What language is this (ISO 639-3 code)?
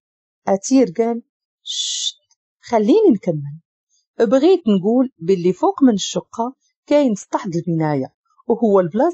ary